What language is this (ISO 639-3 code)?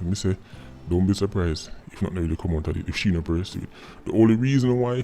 jam